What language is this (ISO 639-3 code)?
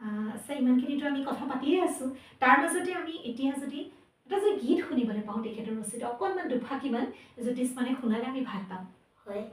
asm